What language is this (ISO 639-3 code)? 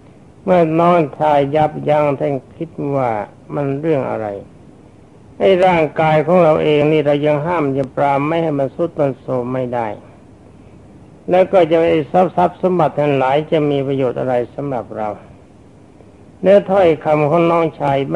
tha